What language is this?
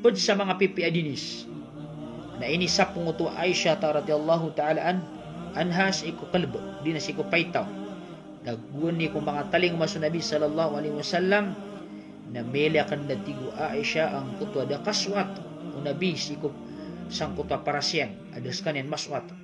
Maranao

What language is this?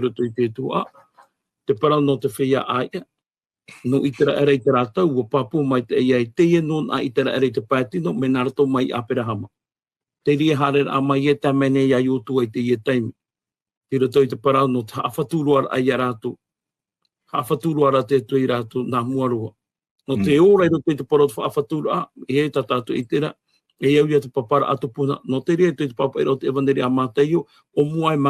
Tahitian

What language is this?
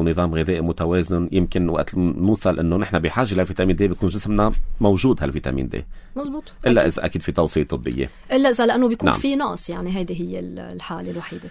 North Levantine Arabic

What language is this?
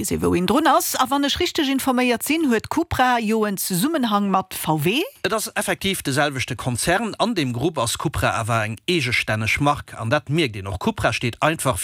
Luxembourgish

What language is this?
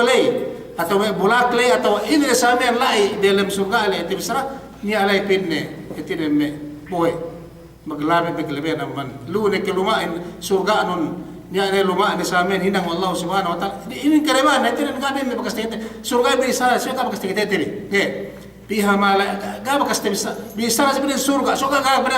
Yakan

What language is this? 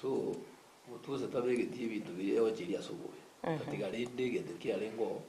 Gusii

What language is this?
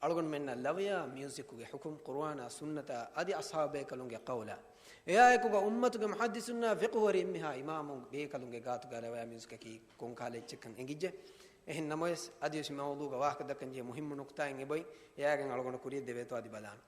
Divehi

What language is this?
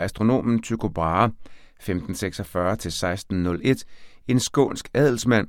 Danish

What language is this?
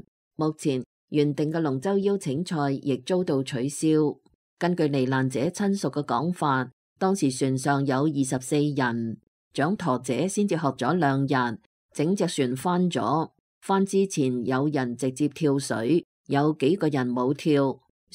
Cantonese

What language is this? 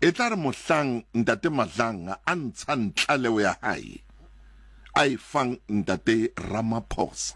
Southern Sotho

